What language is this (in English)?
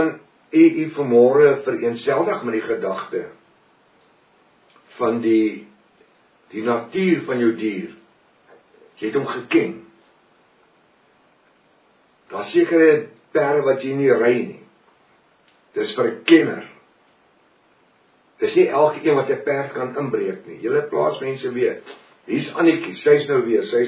Afrikaans